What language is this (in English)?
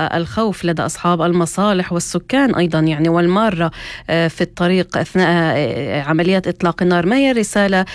North Levantine Arabic